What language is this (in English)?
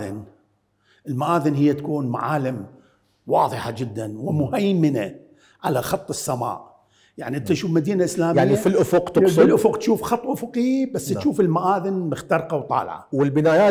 Mesopotamian Arabic